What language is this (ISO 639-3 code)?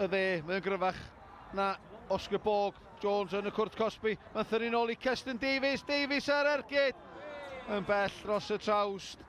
cym